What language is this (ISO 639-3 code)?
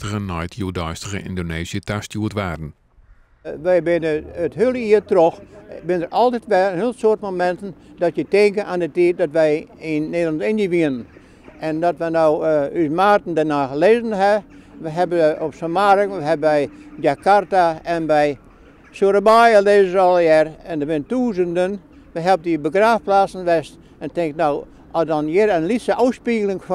fry